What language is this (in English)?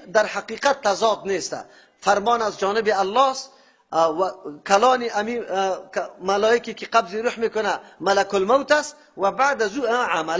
Persian